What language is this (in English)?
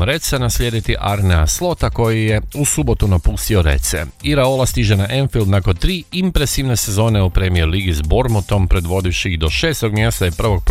Croatian